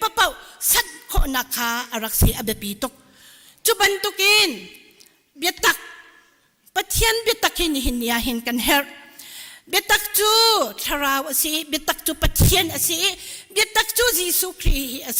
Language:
Hakha Chin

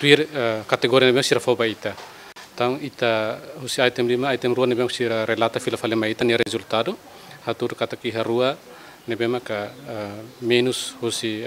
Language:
Tetum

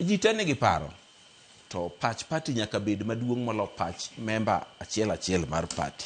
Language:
Luo (Kenya and Tanzania)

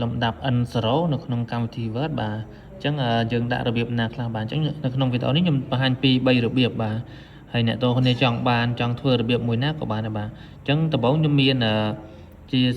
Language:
Khmer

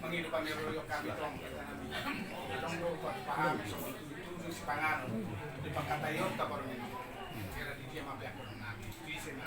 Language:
Batak Toba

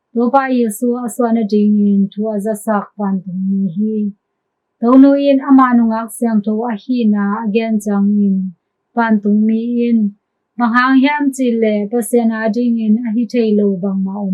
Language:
Tedim Chin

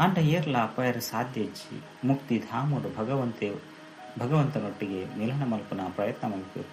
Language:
Tulu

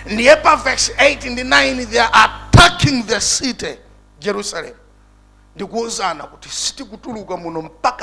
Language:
Nyanja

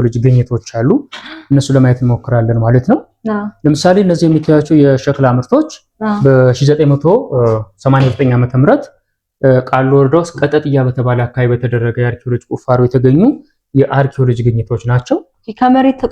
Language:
Amharic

